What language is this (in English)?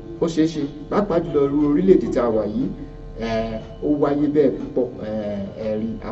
Yoruba